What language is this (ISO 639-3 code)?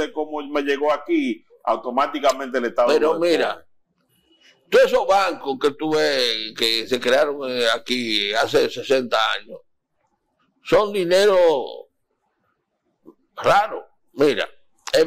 spa